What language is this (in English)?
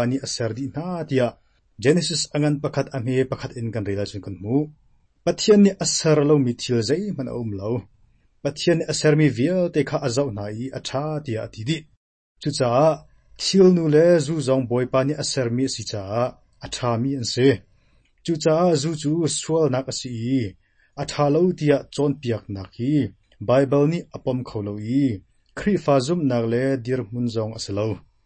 Hakha Chin